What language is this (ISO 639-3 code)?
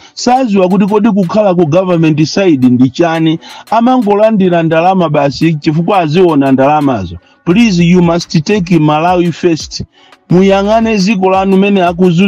nya